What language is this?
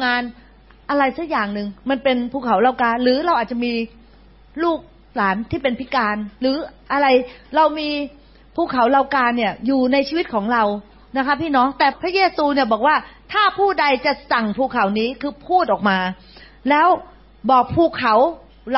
Thai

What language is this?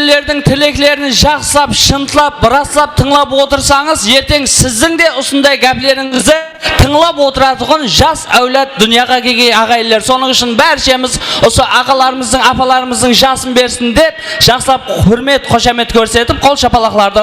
Kara-Kalpak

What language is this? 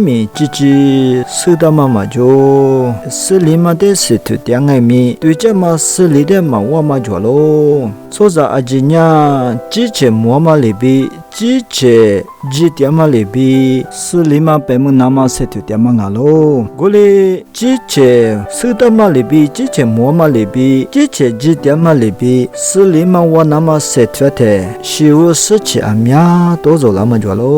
Lisu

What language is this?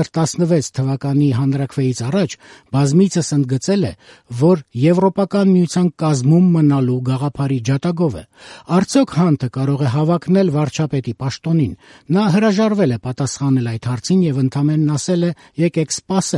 Armenian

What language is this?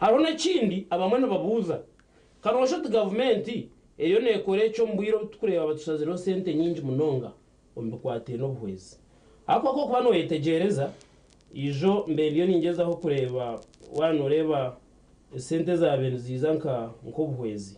Nyankole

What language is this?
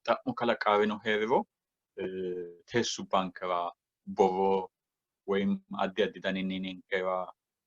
Sidamo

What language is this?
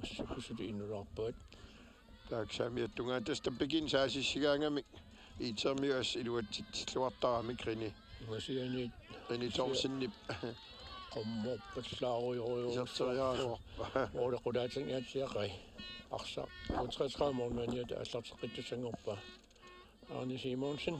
Kalaallisut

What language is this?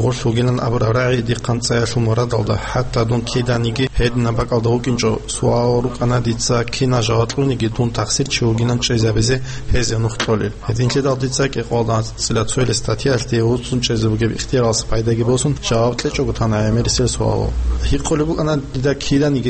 Avaric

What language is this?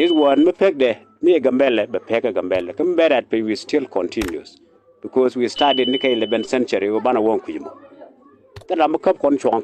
Nuer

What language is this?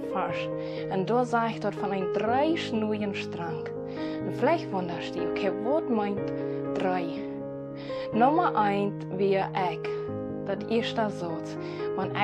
Plautdietsch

